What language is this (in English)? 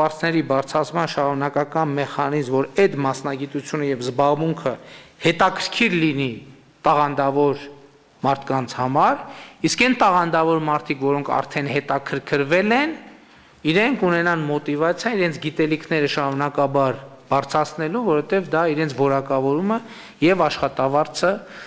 Armenian